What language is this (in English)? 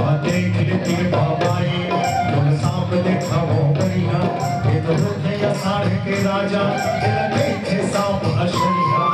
Chhattisgarhi